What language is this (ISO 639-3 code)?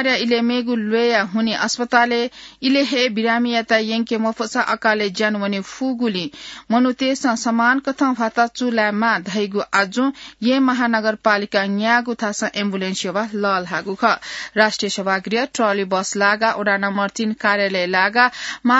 new